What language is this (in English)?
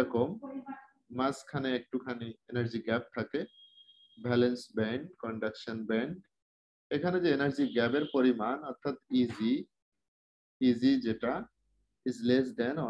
Bangla